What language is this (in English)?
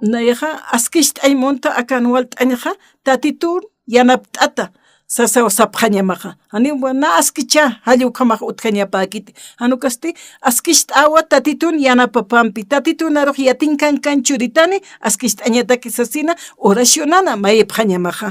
Aymara